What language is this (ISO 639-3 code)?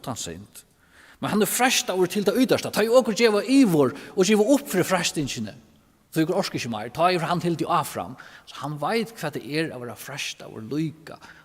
fao